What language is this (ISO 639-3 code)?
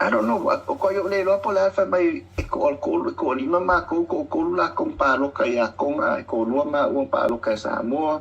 smo